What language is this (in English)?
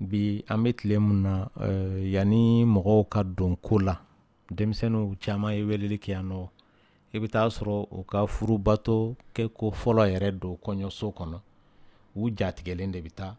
Dyula